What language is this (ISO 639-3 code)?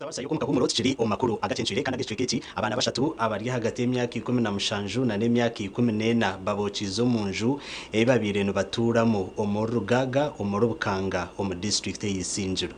nyn